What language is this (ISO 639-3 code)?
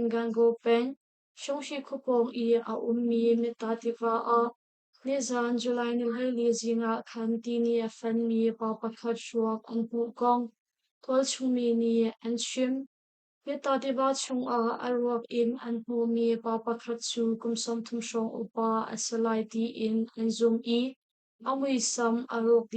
cnh